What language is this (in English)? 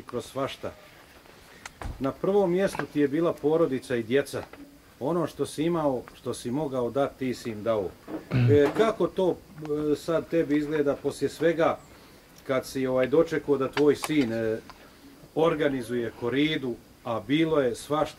Bosnian